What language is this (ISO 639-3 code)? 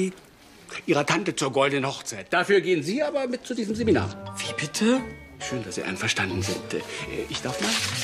deu